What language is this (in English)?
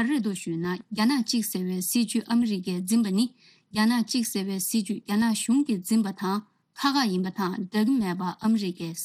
Tibetan